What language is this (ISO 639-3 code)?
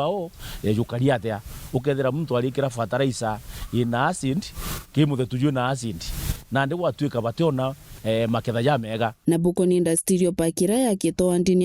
mer